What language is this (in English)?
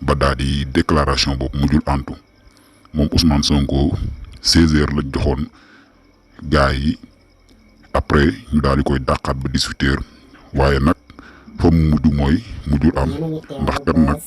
Wolof